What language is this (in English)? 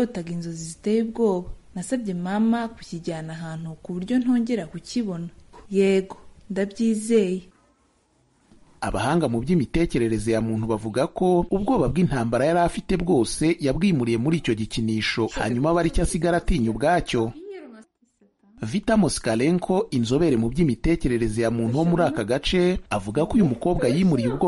Kinyarwanda